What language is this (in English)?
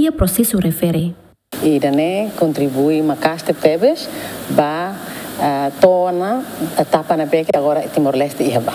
Tetum